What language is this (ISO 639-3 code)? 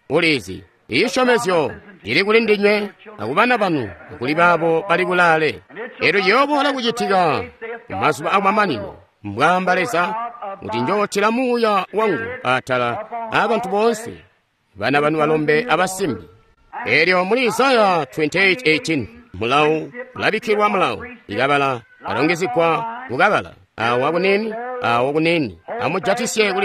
toi